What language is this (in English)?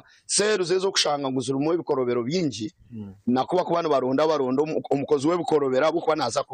Nyankole